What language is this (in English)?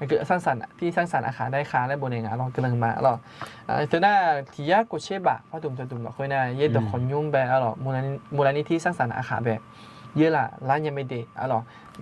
Akha